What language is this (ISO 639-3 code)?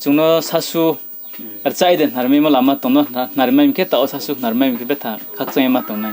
ria